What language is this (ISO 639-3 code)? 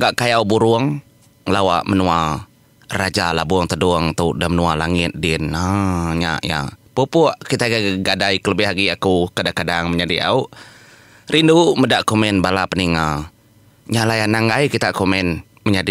iba